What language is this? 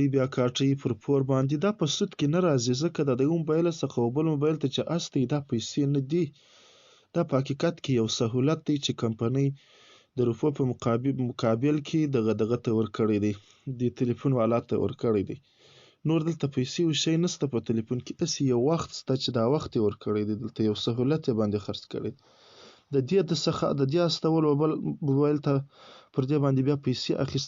Pashto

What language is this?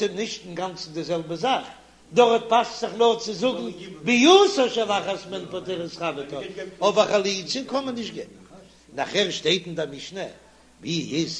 Yiddish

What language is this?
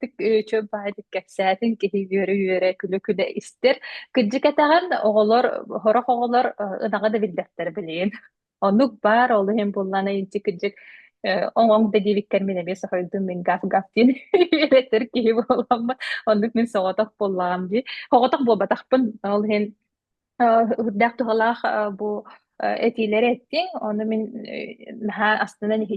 Yakut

